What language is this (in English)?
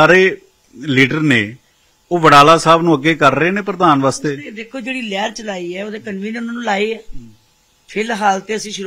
Punjabi